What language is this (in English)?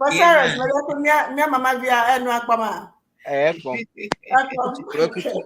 Ewe